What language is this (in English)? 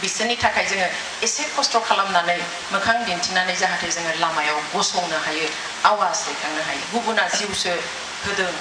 Bodo